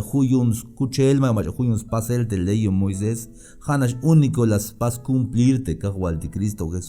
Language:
Tzeltal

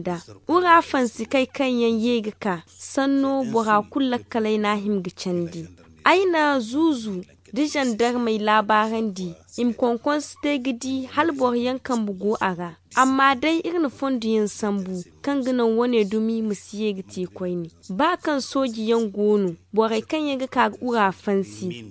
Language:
Zarma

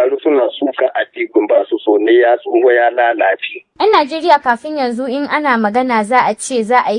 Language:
Hausa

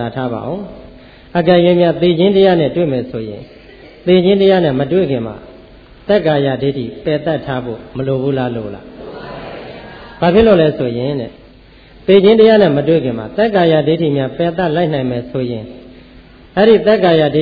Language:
Burmese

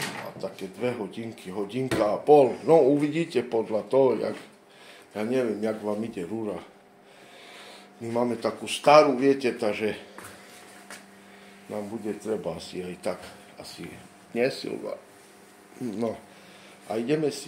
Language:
Slovak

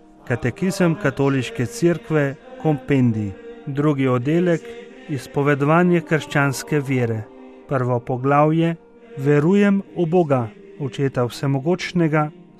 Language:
Slovenian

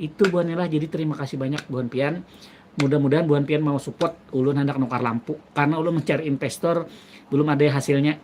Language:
Banjar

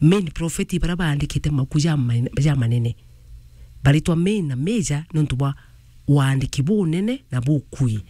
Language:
Meru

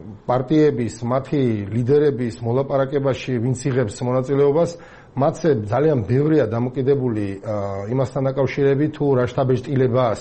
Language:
Georgian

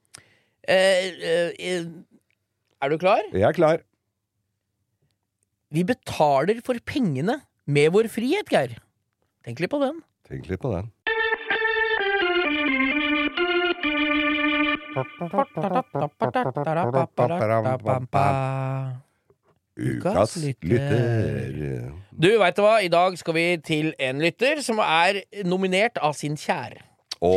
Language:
Norwegian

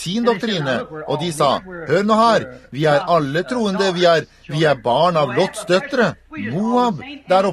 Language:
Norwegian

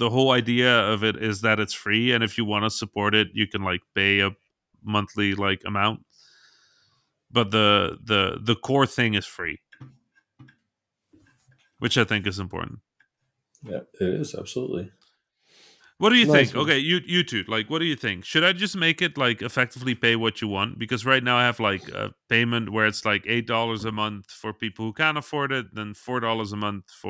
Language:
English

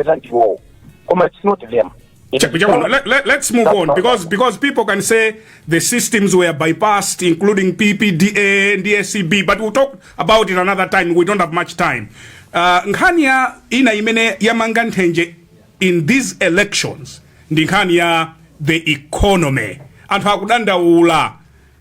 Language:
Nyanja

